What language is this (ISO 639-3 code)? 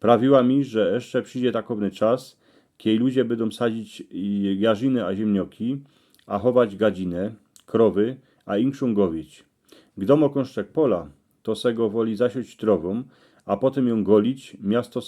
szl